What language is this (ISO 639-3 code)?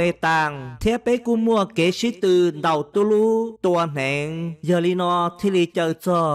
hmn